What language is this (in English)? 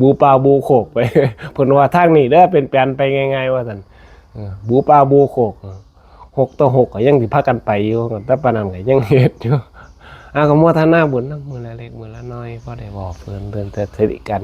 Northeastern Thai